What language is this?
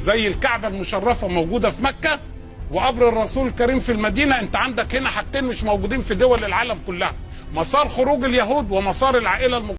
Egyptian Arabic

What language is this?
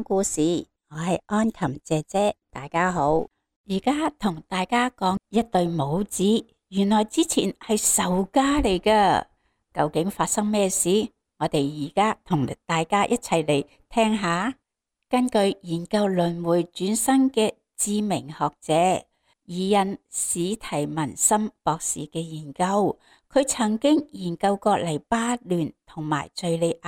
Cantonese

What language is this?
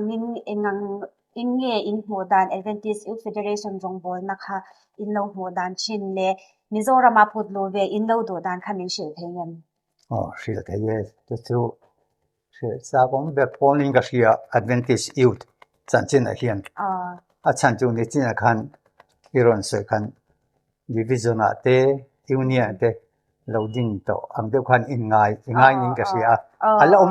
Mizo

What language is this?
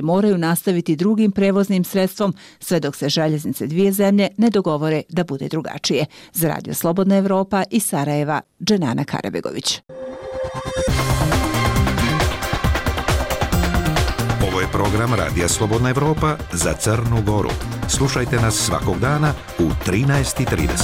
Bosnian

